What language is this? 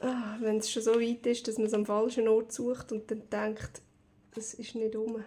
Swiss German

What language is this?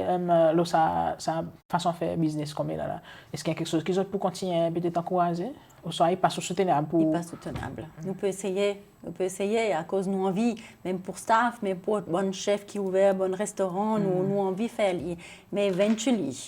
Seselwa Creole French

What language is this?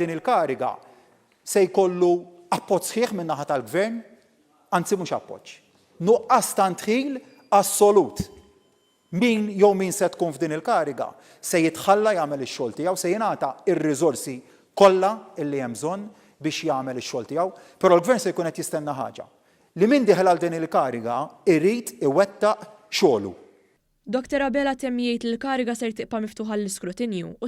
Maltese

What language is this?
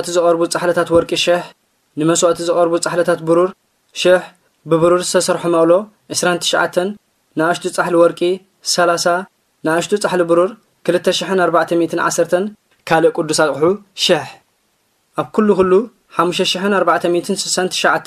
Tigrinya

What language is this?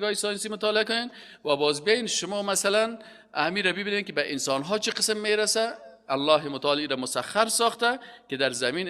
Persian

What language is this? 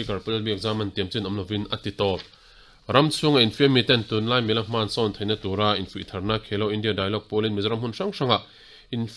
Mizo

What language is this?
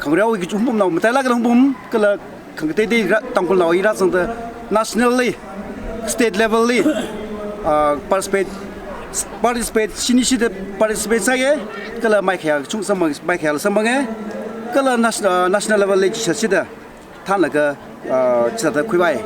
Tangkhul Naga (India)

